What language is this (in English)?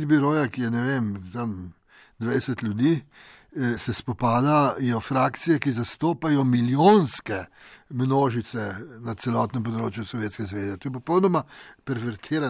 Slovenian